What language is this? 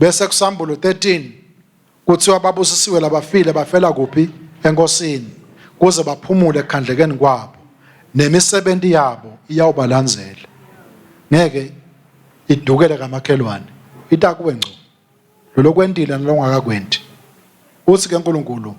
Swati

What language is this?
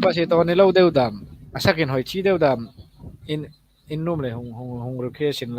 Hmar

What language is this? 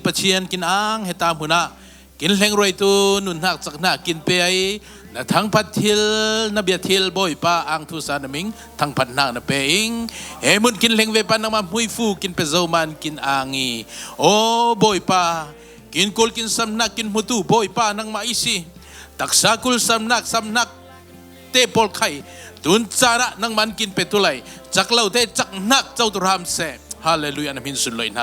Falam Chin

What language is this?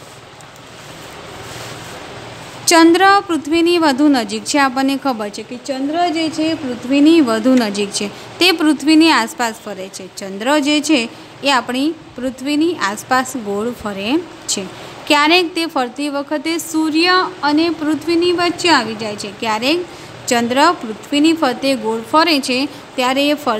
Gujarati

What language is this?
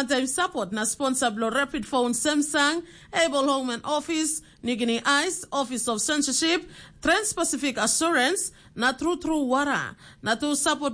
Tok Pisin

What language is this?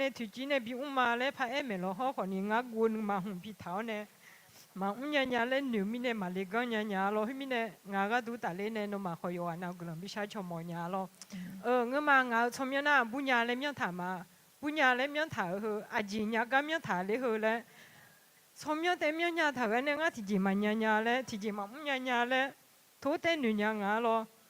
Akha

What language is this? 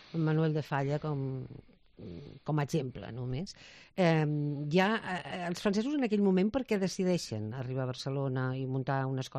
Catalan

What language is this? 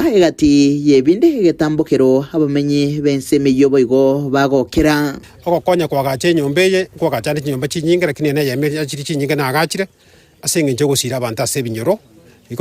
Gusii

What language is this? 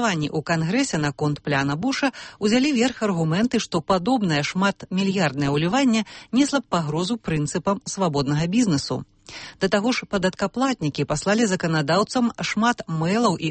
Belarusian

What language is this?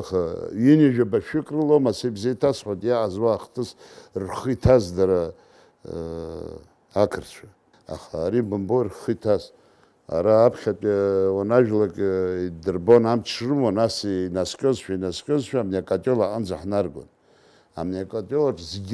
Abkhazian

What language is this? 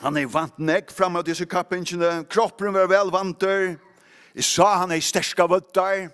Faroese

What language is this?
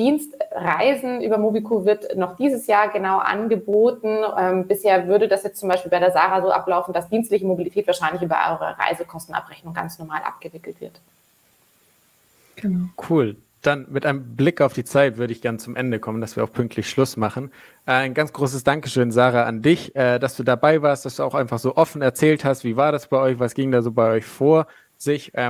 German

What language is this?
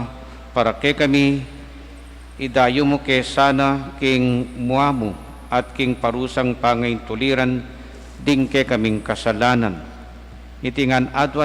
Pampanga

